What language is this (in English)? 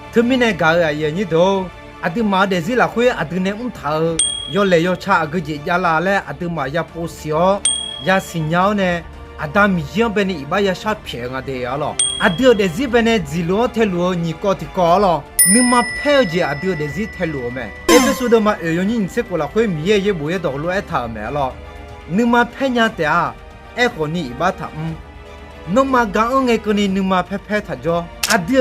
Akha